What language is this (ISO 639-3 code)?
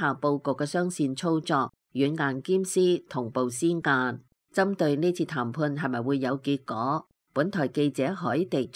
yue